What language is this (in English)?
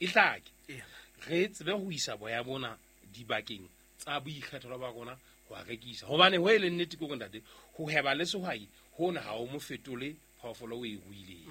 Southern Sotho